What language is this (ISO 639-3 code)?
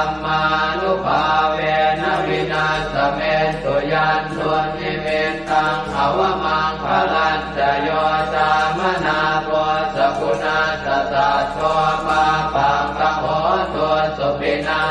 pli